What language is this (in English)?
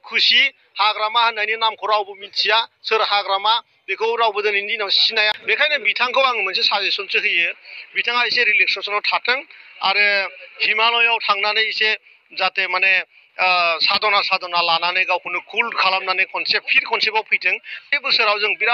Bodo